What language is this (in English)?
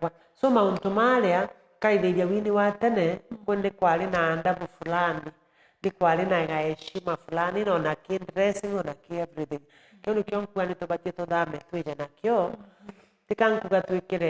Meru